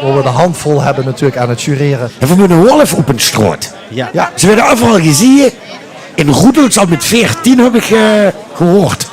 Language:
Limburgish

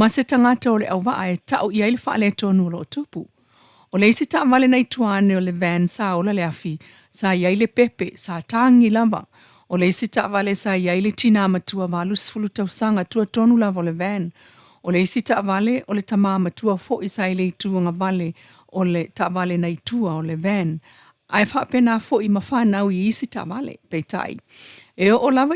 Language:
Samoan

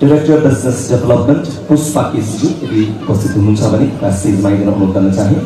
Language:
Nepali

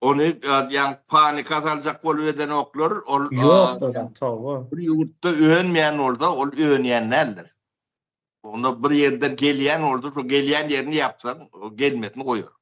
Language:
Turkmen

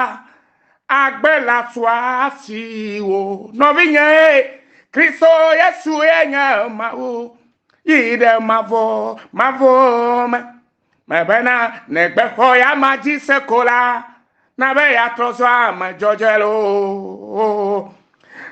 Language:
Ewe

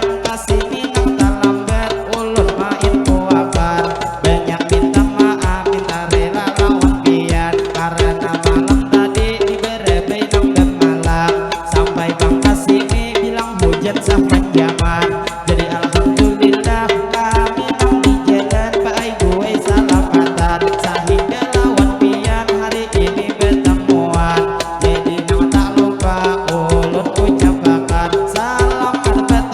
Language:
Banjar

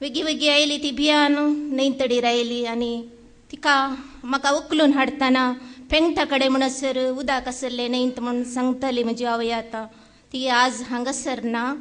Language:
Konkani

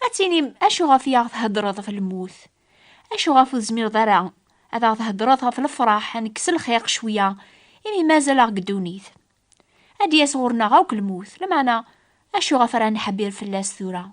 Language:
Kabyle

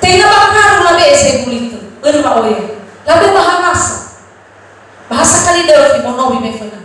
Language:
Nias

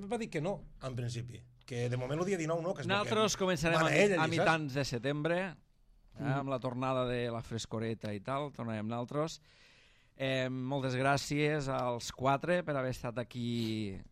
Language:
Catalan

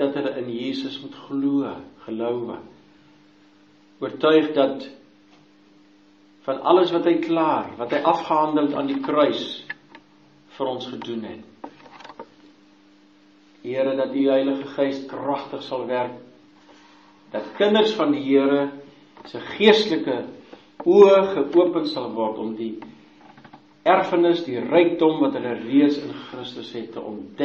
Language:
Afrikaans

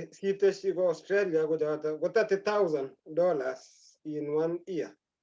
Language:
Kalenjin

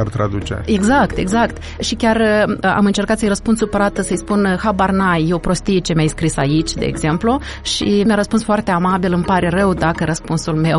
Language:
Romanian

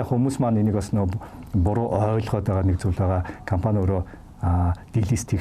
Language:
Mongolian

